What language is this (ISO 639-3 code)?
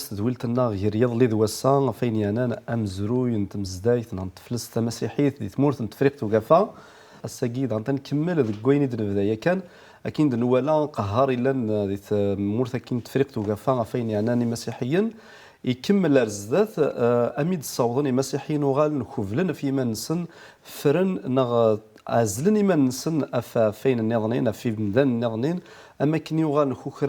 kab